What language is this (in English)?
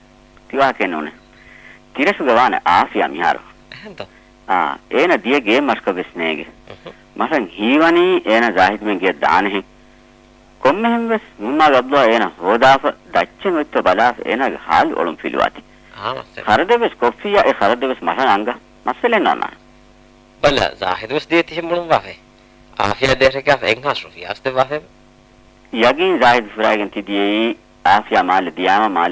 Divehi